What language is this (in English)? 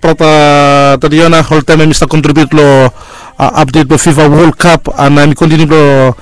Bislama